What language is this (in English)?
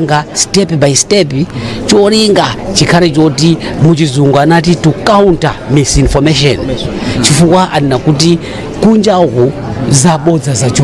Nyanja